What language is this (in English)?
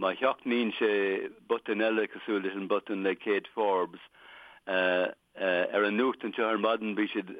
Irish